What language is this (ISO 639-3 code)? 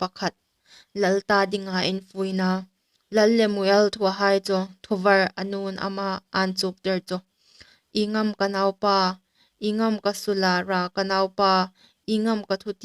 hmr